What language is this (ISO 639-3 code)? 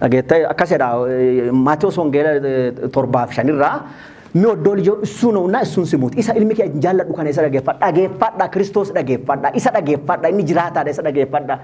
orm